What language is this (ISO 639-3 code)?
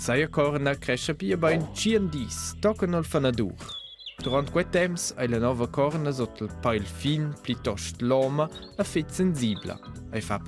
roh